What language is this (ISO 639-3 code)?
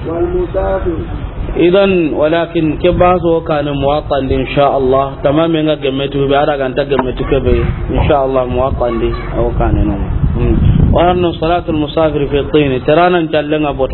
snk